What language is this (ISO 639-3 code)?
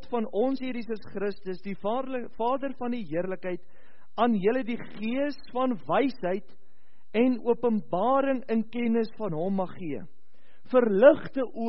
afr